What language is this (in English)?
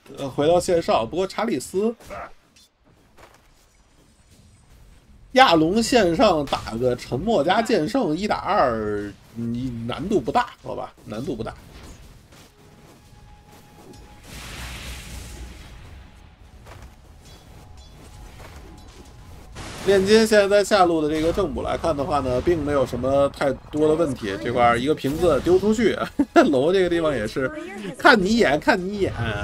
Chinese